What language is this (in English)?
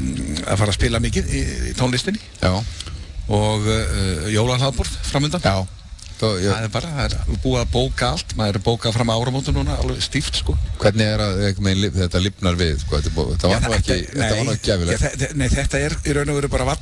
Icelandic